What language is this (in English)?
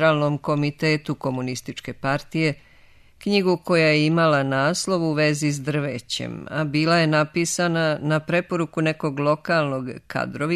Serbian